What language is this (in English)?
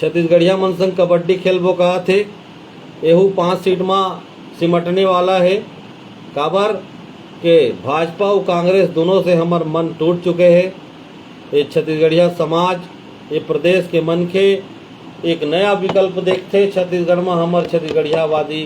Chhattisgarhi